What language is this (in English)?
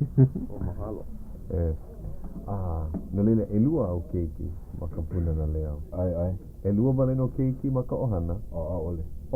Hawaiian